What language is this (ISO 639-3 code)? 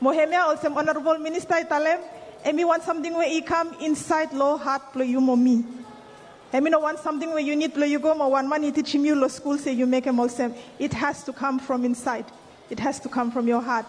bis